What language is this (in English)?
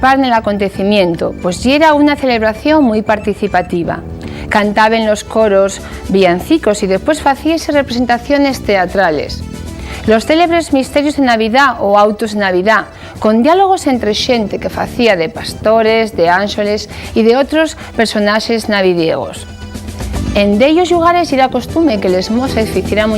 Asturian